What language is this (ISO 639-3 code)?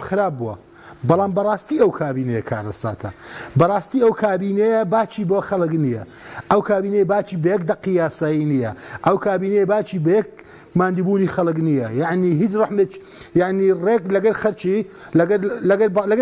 ckb